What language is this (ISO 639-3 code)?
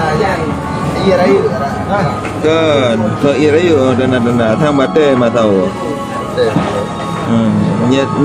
ace